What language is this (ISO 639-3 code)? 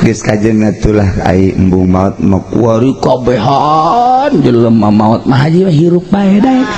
sun